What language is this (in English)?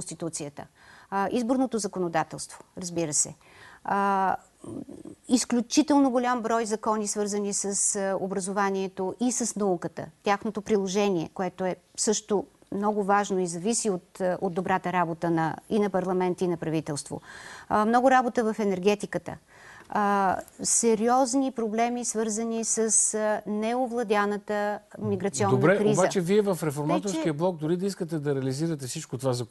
Bulgarian